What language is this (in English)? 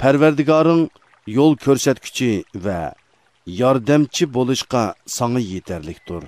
Uyghur